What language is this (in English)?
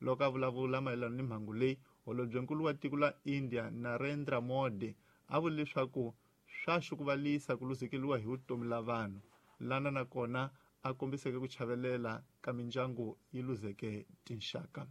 Tsonga